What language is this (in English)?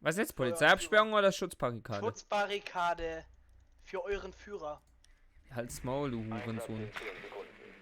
Swiss German